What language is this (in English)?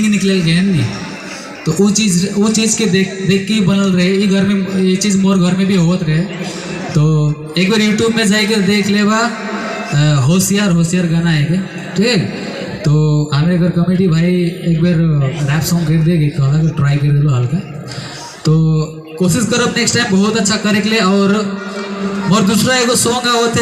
Sadri